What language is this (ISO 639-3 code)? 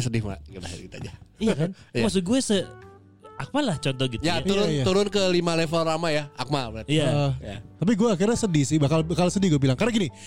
ind